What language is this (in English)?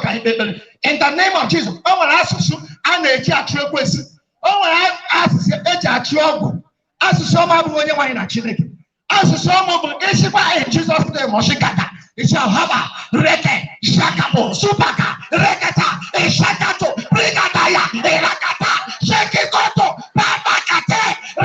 Igbo